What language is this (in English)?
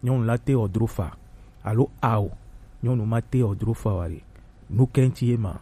Gen